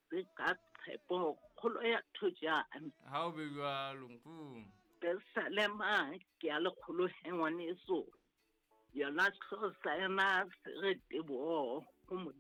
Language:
Southern Sotho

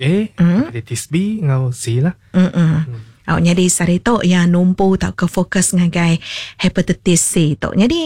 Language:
Iban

